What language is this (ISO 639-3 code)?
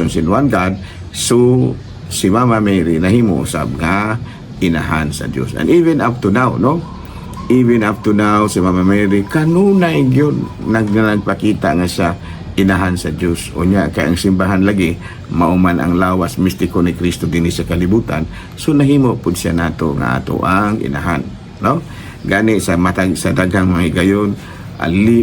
ceb